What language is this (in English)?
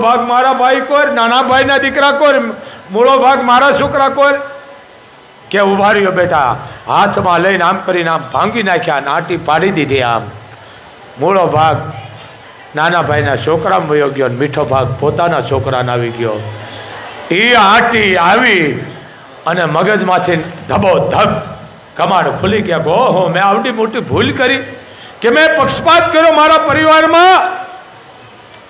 Gujarati